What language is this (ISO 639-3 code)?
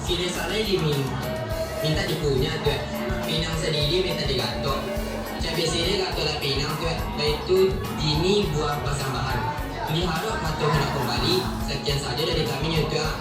min